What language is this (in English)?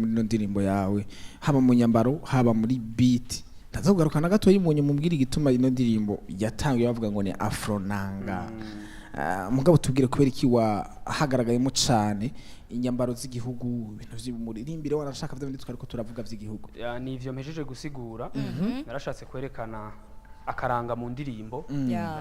Rundi